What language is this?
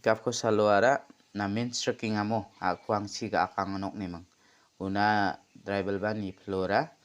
Garo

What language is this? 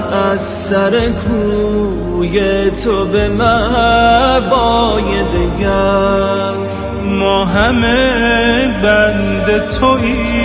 Persian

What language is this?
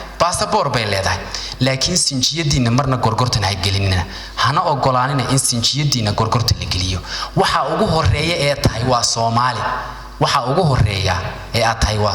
Somali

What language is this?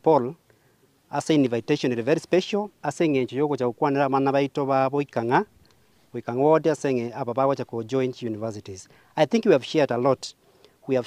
Gusii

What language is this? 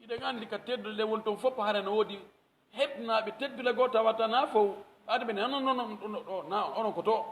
Pular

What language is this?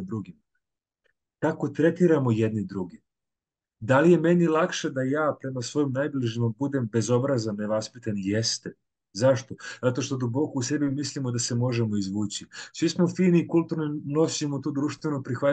Serbian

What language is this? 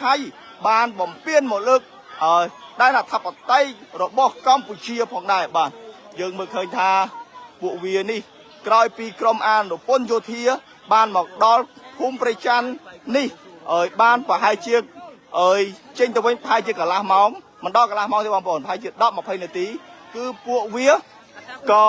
Khmer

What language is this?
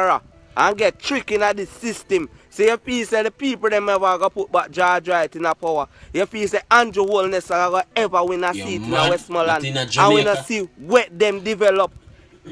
Jamaican Creole English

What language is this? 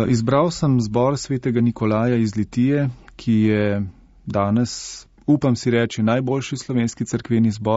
Slovenian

